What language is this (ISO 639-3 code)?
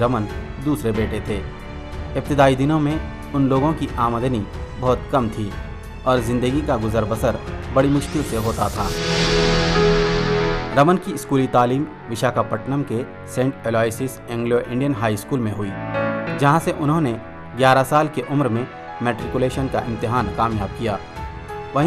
urd